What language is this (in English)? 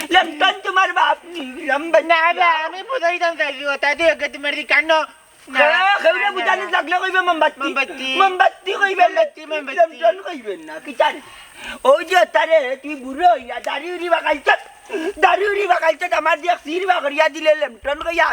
Sylheti